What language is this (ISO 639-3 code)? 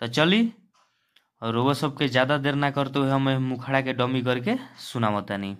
bho